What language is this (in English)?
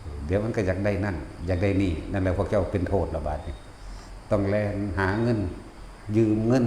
Lao